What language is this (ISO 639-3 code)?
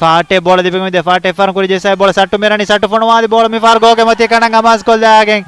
div